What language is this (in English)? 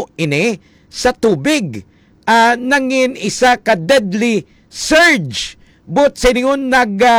Hiligaynon